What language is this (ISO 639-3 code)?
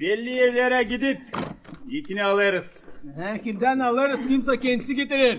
gag